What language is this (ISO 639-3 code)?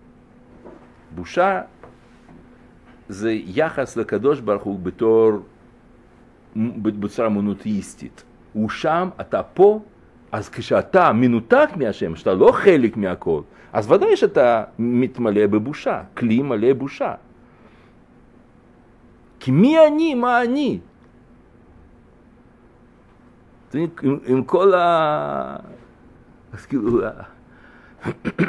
heb